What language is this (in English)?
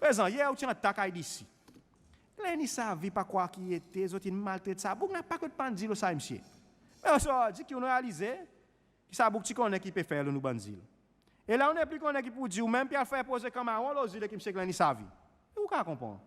Seselwa Creole French